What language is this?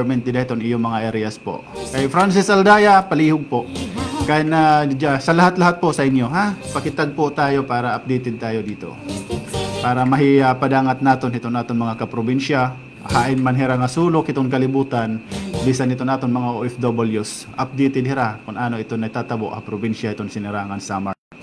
Waray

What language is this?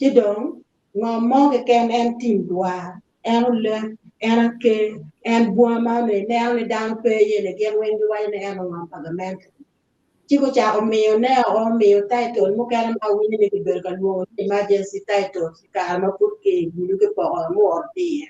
Acoli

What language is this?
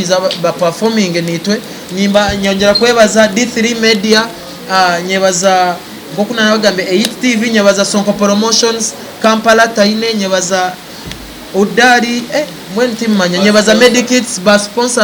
Nyankole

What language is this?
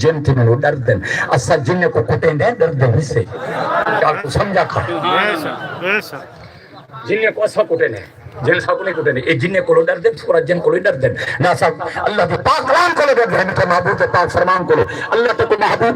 Saraiki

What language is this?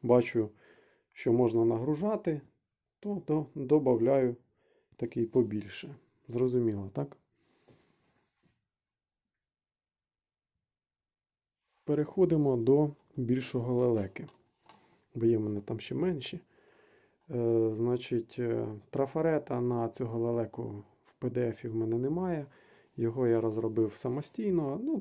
Ukrainian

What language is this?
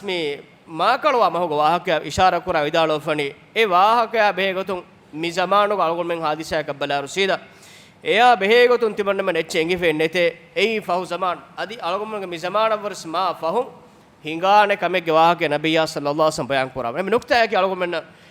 Divehi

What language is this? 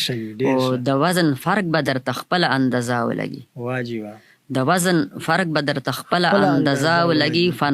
Pashto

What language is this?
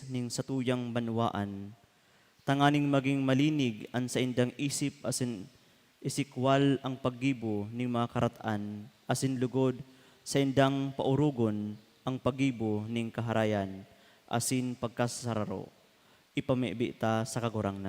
Bikol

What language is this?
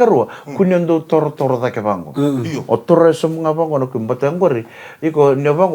Fijian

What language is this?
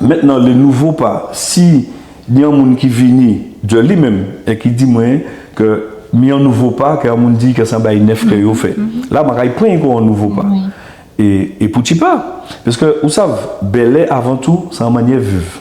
Guadeloupean Creole French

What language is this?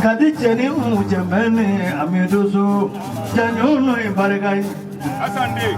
Bambara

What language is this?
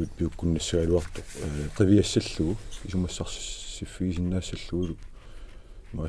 Kalaallisut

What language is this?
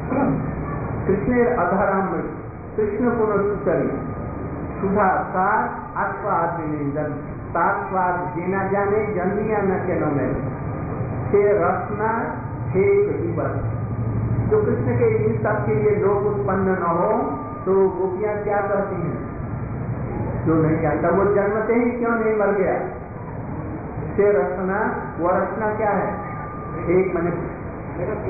Hindi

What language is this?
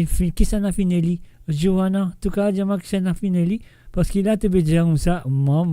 Morisyen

